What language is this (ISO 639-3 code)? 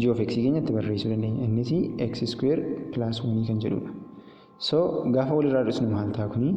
orm